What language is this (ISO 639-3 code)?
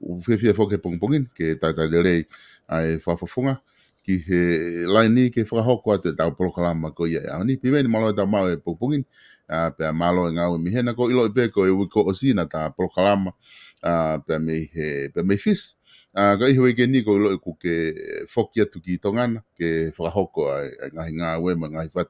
ton